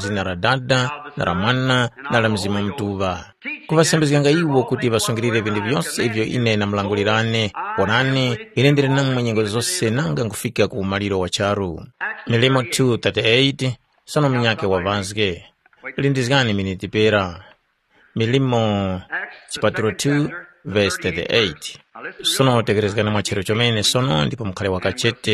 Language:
Tumbuka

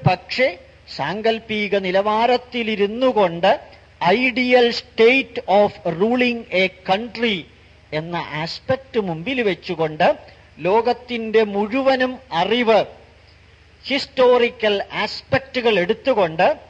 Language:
Malayalam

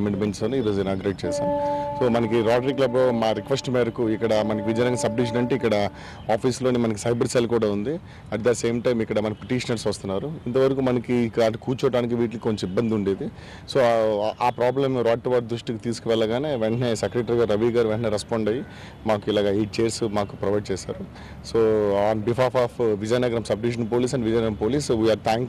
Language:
Telugu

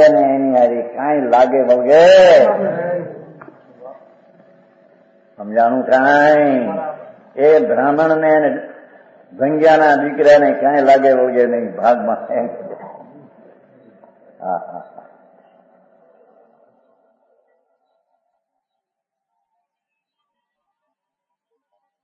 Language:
Gujarati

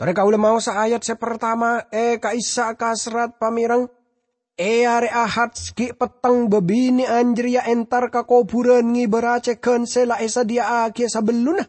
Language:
Madurese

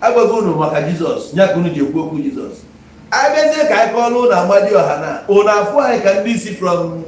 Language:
Igbo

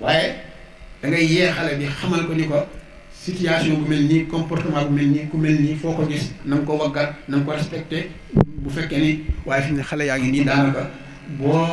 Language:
Wolof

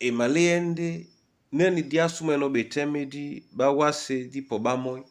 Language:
Duala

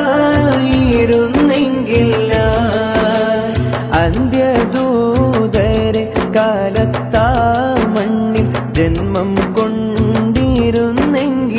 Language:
Malayalam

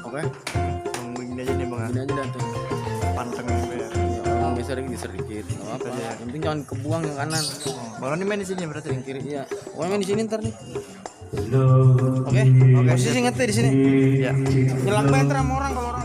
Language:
Betawi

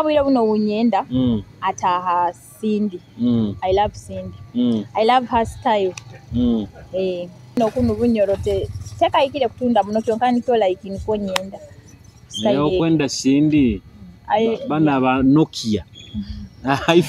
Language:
Nyoro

